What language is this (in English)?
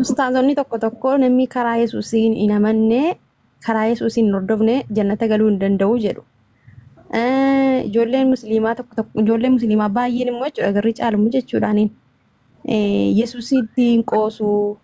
Oromo